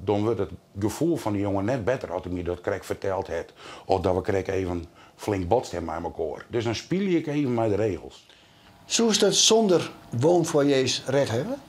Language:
Western Frisian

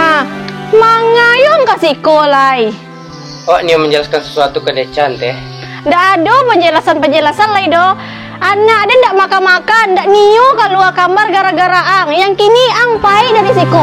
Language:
Minangkabau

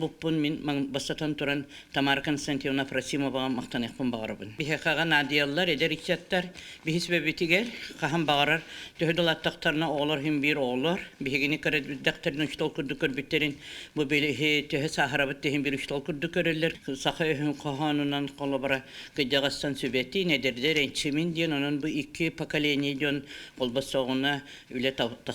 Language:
Yakut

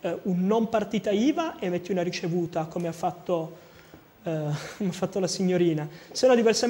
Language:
Italian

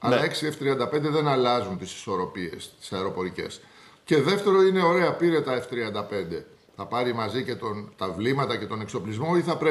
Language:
Greek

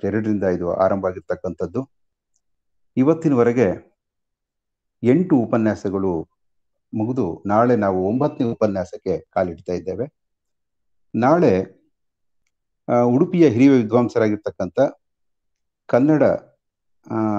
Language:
Kannada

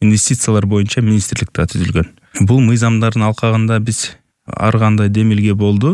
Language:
Kyrgyz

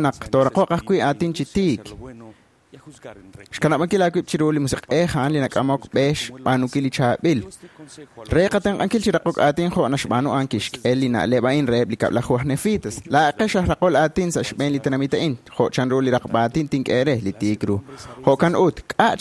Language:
Kekchí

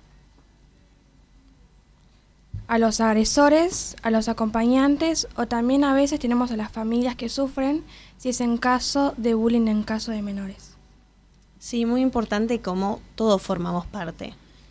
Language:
Spanish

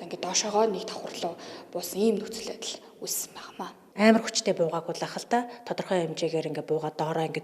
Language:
Mongolian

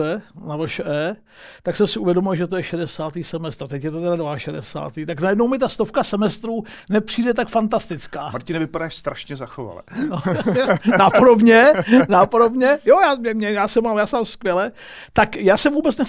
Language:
Czech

